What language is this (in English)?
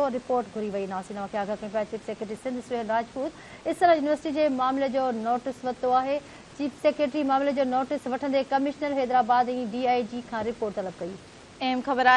Sindhi